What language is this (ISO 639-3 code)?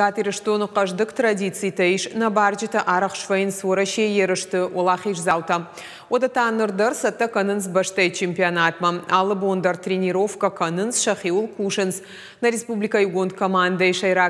oss